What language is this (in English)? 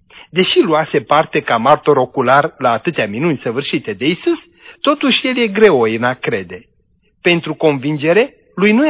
Romanian